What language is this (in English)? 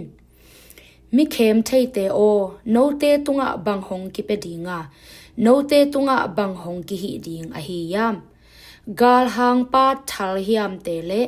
Tedim Chin